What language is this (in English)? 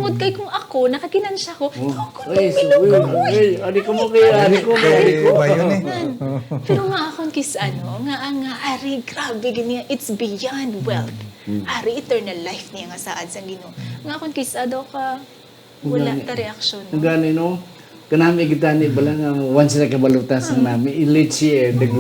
Hiligaynon